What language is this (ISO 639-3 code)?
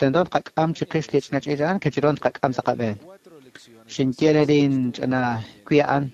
kek